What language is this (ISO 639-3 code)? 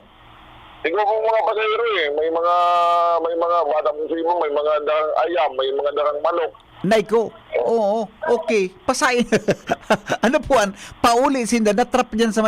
bik